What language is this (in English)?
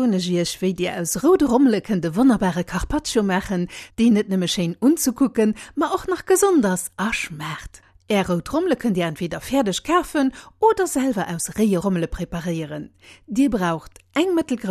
Luxembourgish